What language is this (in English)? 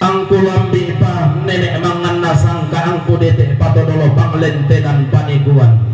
Toraja-Sa'dan